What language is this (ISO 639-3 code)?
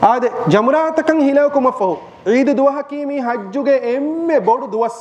div